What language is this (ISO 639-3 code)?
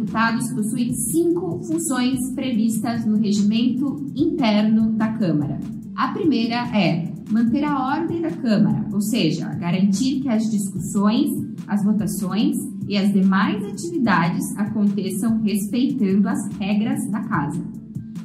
por